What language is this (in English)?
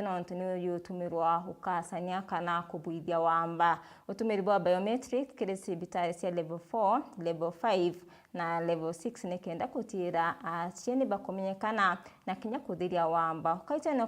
Meru